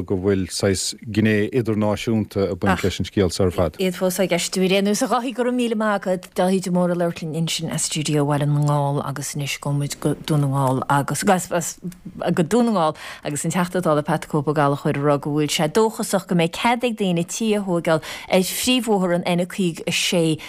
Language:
Irish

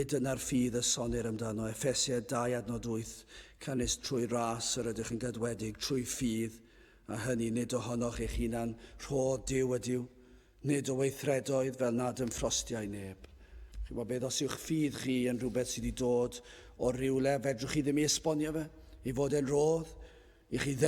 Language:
Welsh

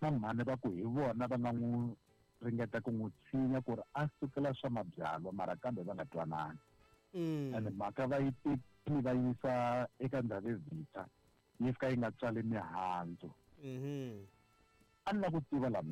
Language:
Tsonga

